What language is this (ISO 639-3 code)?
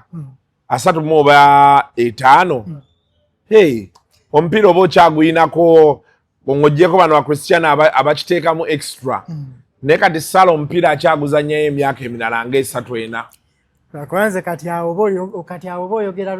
lug